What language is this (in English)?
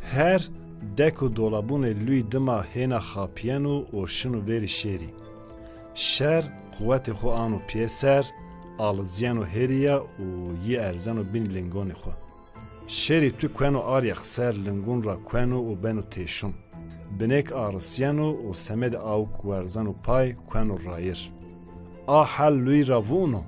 Zaza